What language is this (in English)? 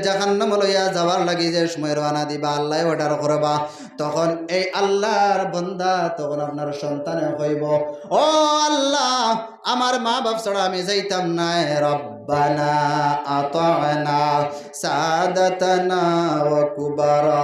Sylheti